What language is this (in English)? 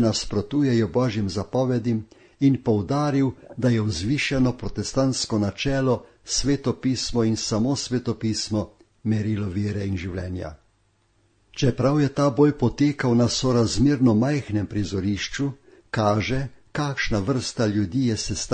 Slovenian